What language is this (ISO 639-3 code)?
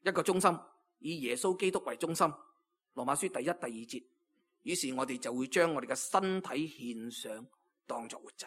yue